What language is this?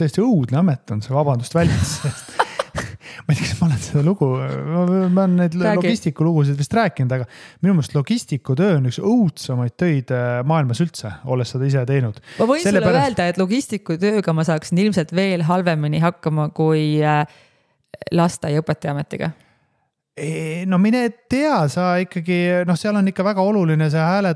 Estonian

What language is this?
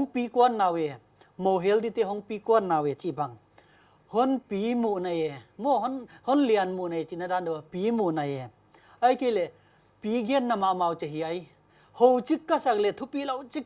Paite Chin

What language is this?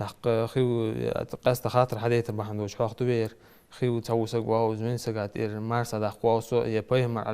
Ingush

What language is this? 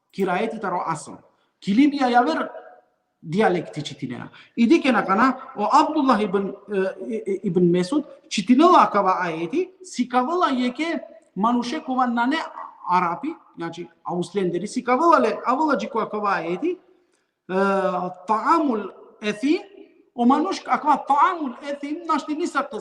Balkan Romani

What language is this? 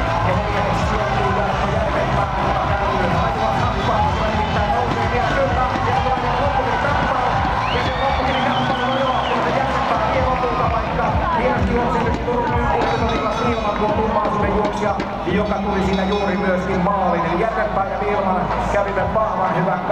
Finnish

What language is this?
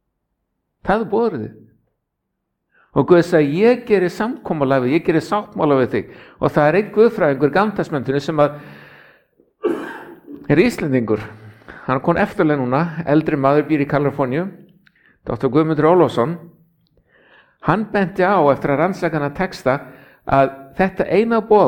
Icelandic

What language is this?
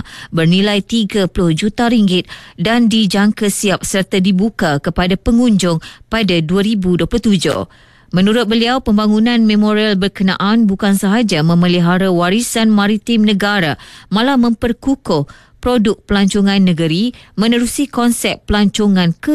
Malay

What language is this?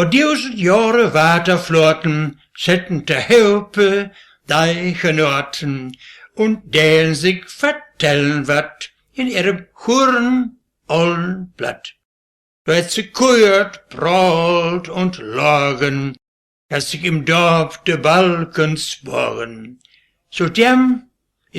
Westphalien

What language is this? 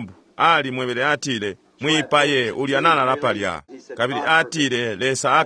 Bemba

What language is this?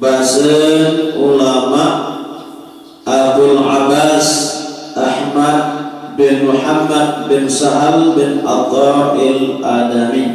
Sasak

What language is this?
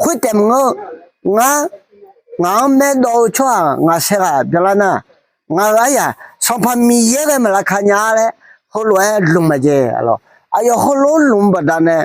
Akha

